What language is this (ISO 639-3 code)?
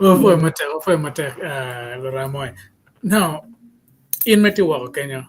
ach